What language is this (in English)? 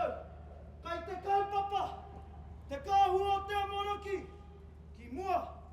Māori